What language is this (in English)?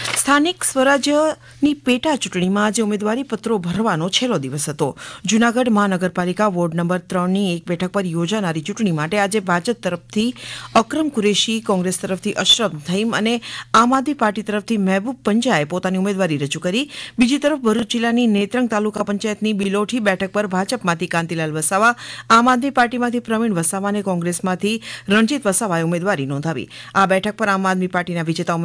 Gujarati